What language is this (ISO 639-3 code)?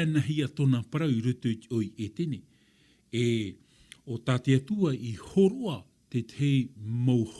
tah